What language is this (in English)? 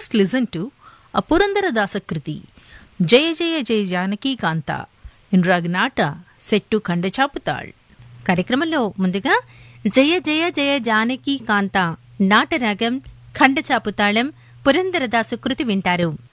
Telugu